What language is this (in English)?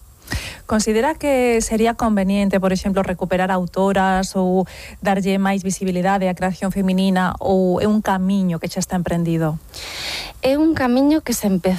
Galician